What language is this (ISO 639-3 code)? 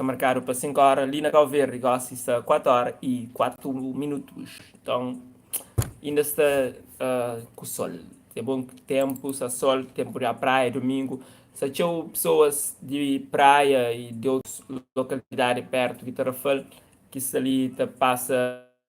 kea